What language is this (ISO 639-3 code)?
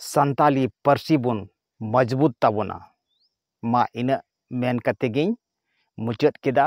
sat